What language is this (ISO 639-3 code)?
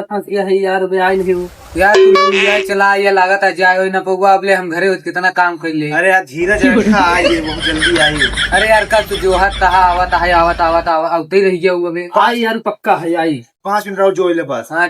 awa